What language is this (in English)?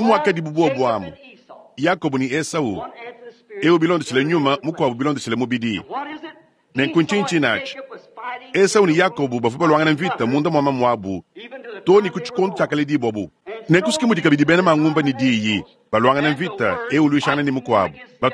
Luba-Lulua